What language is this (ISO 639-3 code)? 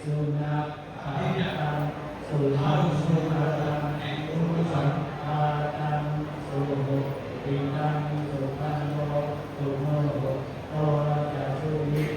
pli